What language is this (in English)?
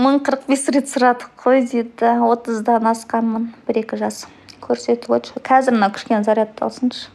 Kazakh